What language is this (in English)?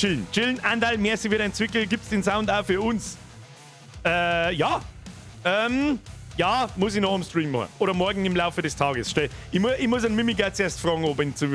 Bavarian